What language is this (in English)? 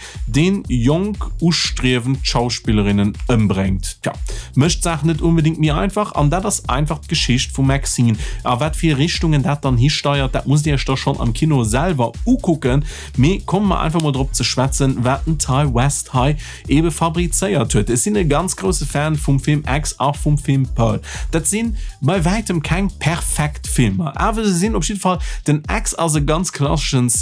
Luxembourgish